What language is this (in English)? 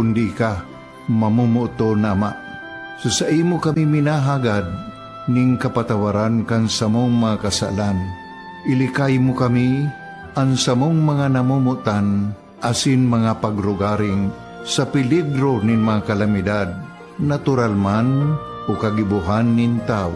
Bikol